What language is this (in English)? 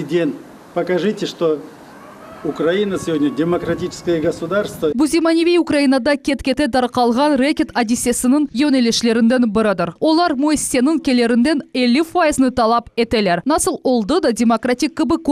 Crimean Tatar